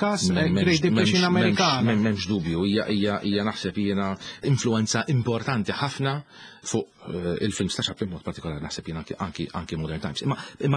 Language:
Maltese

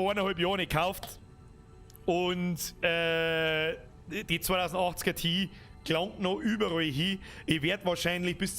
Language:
Bavarian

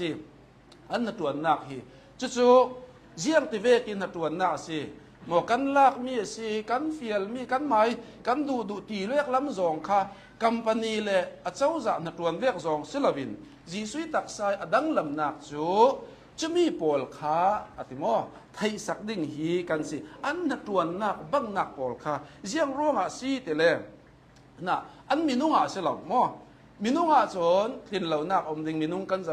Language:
Hakha Chin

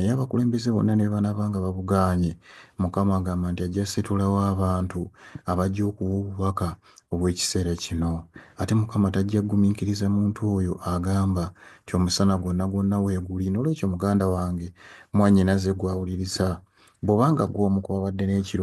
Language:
Ganda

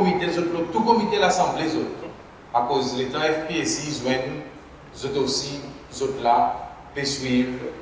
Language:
Seselwa Creole French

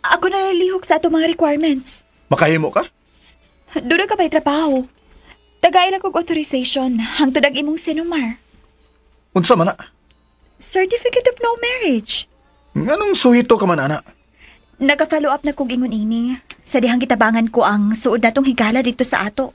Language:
Cebuano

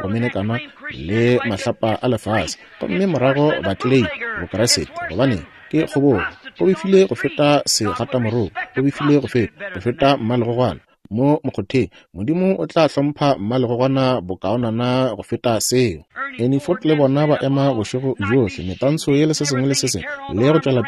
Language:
Northern Sotho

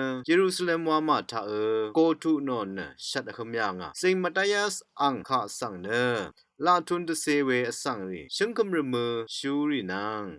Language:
Rawang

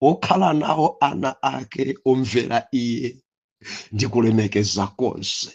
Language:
Nyanja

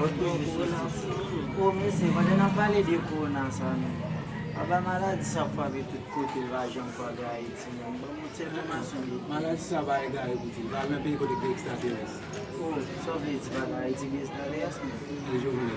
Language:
Haitian Creole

